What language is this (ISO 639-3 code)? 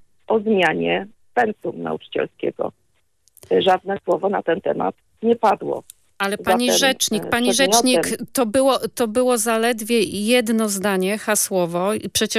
pol